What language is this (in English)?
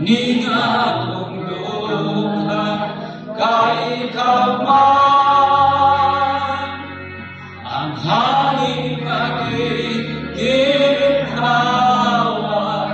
Cebuano